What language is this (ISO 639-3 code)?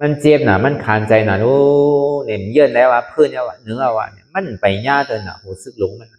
shn